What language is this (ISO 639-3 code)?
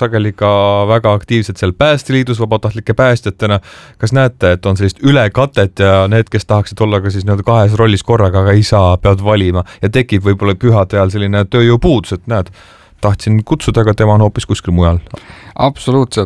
est